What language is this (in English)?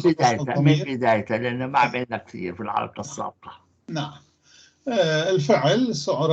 North Levantine Arabic